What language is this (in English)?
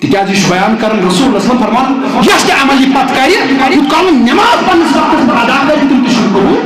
Kashmiri